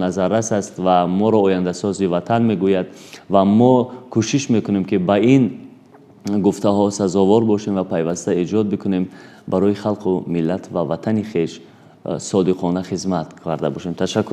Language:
Tajik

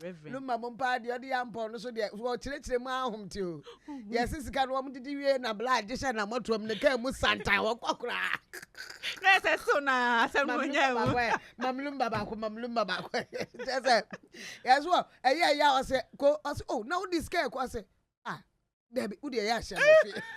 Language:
Akan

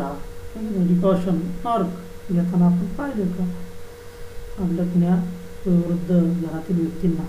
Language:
Marathi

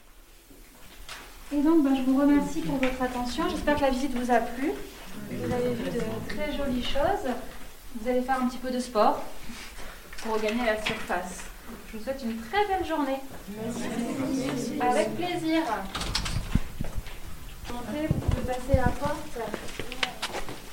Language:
French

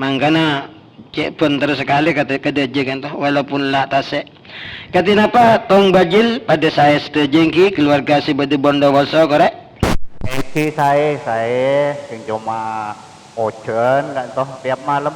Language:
Madurese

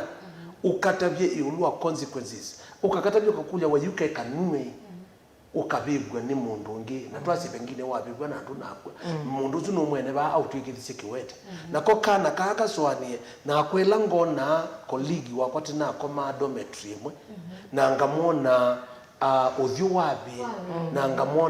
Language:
Kamba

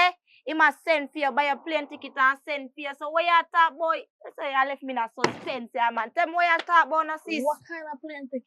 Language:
Jamaican Creole English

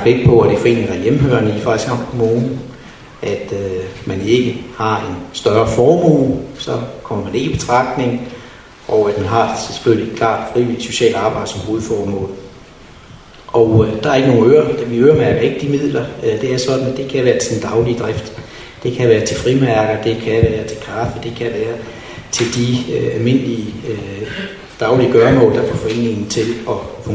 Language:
Danish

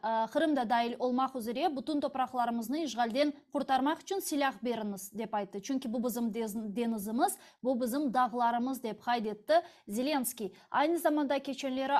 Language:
Crimean Tatar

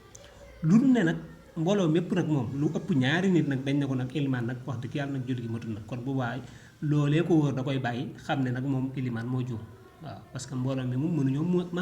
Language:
Wolof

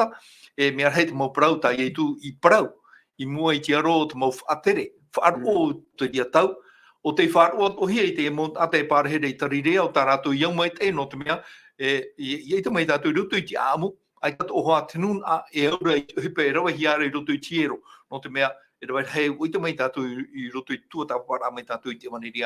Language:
Tahitian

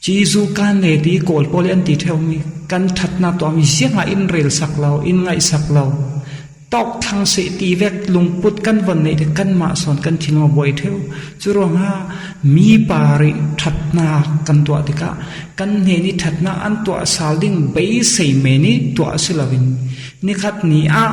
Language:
Falam Chin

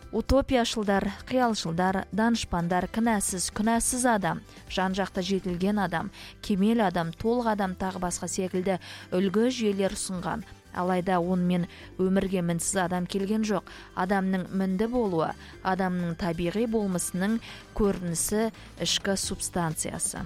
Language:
Kazakh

